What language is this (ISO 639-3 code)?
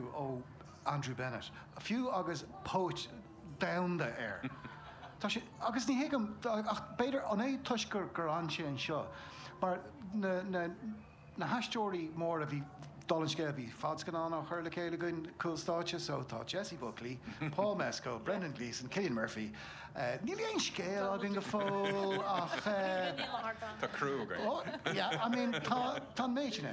gle